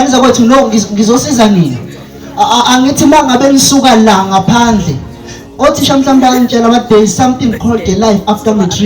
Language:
Zulu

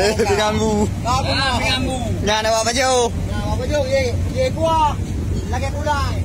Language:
Achinese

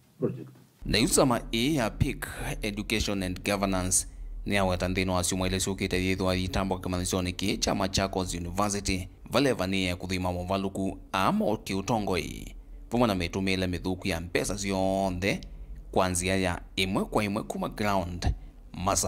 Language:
Kamba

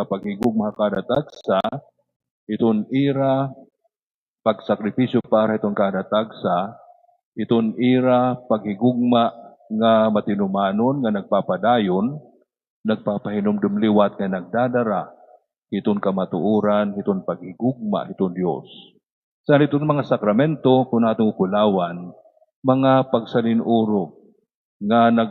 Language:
Waray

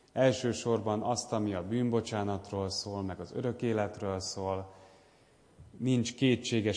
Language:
Hungarian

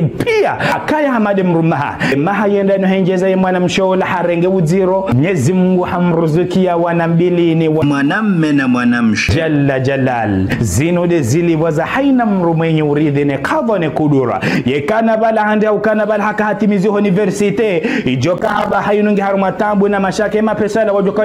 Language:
Ngazidja Comorian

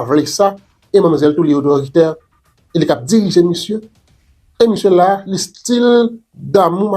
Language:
Haitian Creole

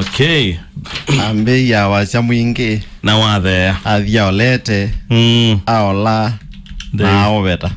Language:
Kamba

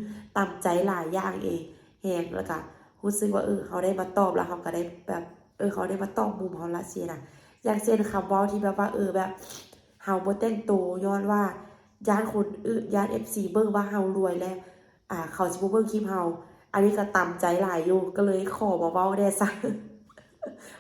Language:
Lao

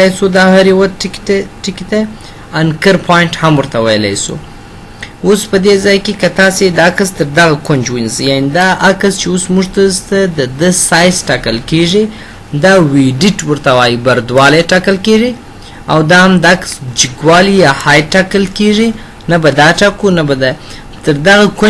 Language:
Pashto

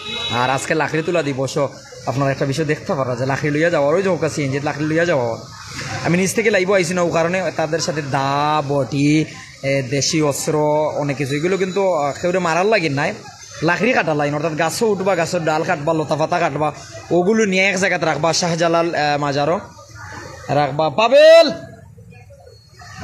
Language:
Sylheti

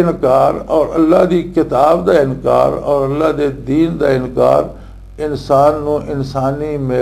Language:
Western Panjabi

